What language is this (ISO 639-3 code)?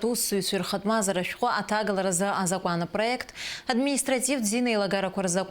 abk